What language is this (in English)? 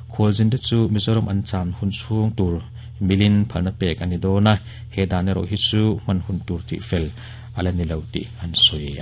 Mizo